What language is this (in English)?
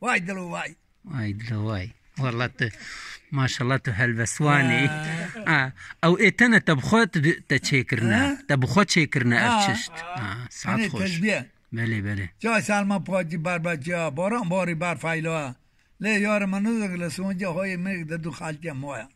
Kurdish